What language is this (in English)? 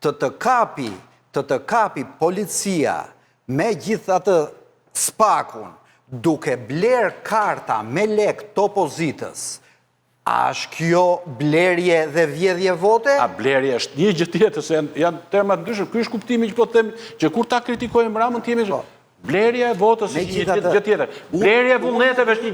Albanian